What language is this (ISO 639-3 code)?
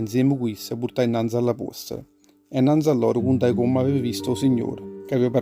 nap